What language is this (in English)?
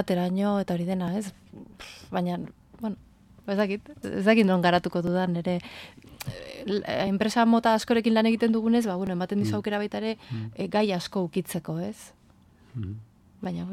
Basque